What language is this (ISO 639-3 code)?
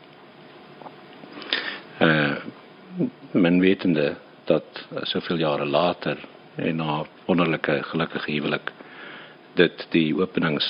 afr